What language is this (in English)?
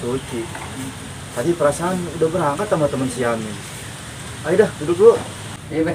Betawi